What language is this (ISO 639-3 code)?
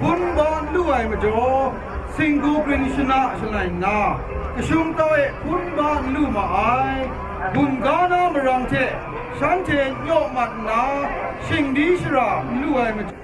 kac